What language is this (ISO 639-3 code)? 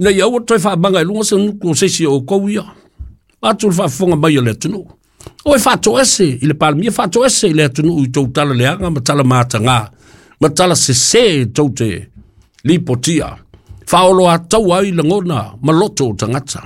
smo